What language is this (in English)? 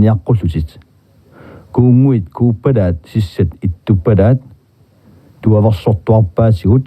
Kalaallisut